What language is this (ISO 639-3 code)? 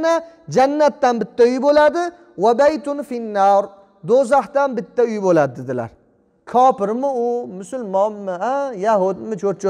uzb